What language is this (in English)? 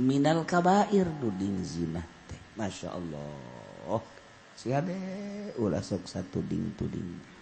Sundanese